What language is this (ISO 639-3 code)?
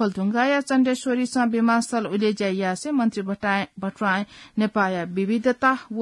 new